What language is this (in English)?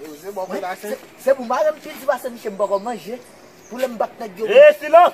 Haitian Creole